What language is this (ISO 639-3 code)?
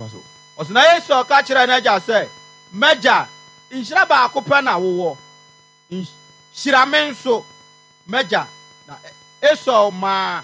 aka